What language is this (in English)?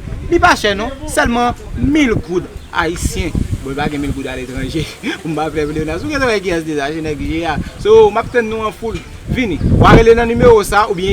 Haitian Creole